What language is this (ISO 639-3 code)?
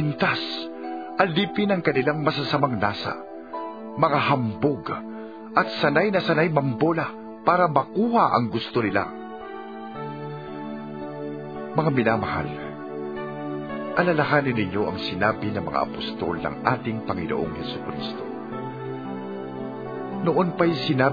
fil